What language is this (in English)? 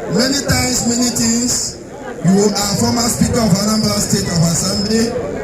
Igbo